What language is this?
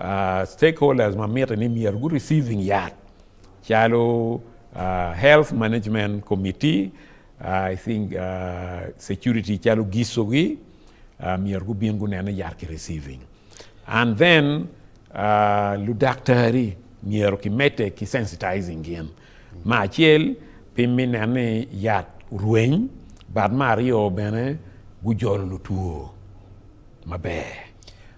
Acoli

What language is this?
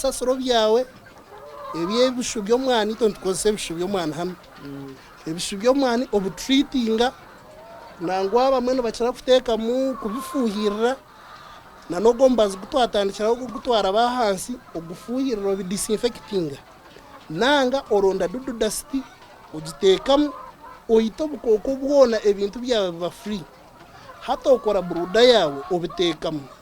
Nyankole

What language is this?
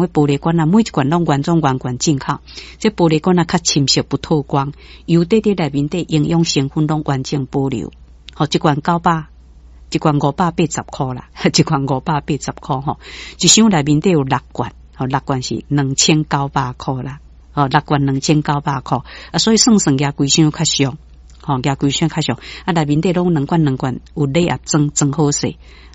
Min Nan Chinese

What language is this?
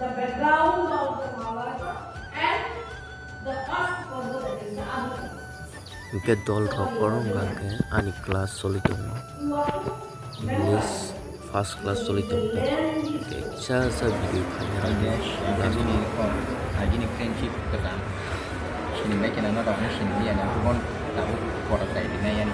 Kok Borok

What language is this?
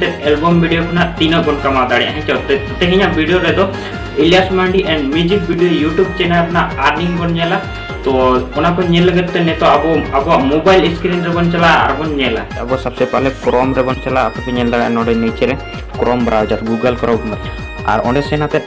Santali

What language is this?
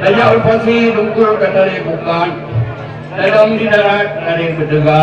Achinese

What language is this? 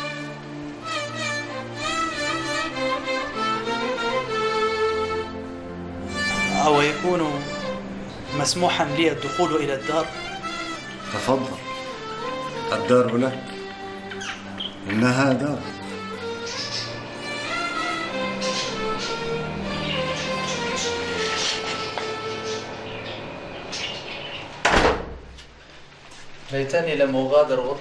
Arabic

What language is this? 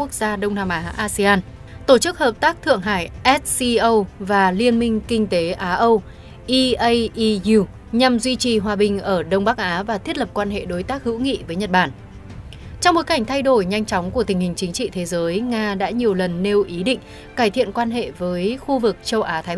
Vietnamese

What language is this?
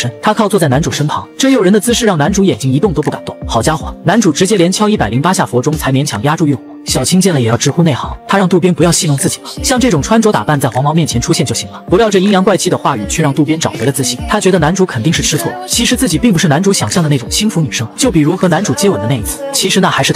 Chinese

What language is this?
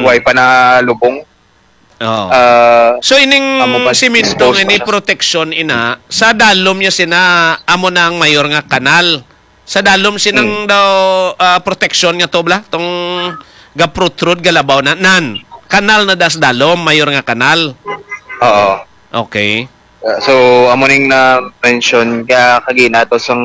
Hiligaynon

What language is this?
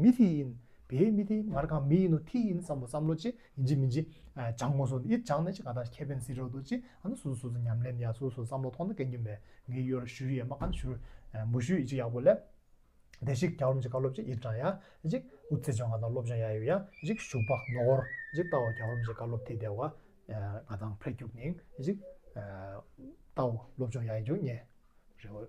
Tibetan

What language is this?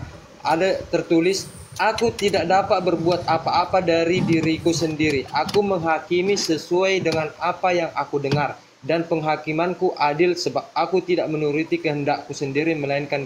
Indonesian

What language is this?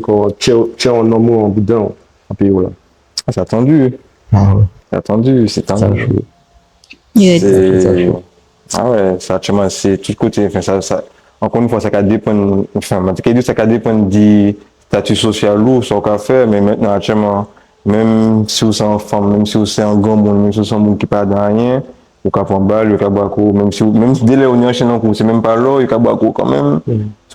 Guadeloupean Creole French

